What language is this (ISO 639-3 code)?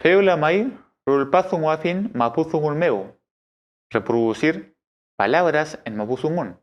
arn